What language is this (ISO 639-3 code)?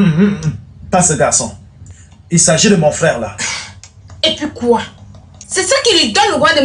fra